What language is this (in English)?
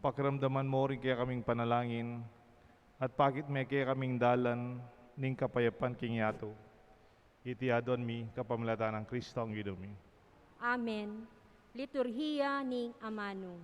Pampanga